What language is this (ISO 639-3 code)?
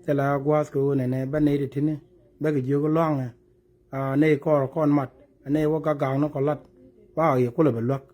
nus